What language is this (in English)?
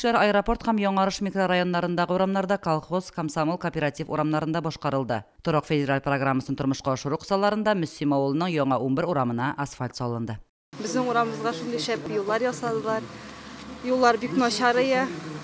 Tatar